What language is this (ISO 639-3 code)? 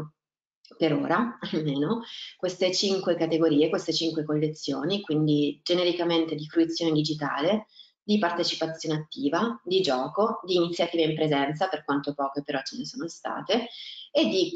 ita